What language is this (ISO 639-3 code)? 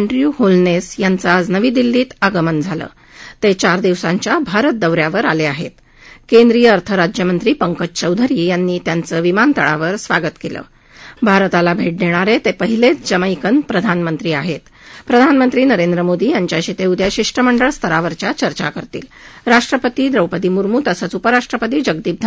mar